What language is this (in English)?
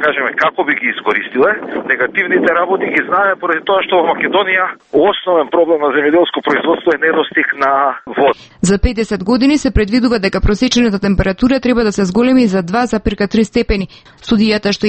Macedonian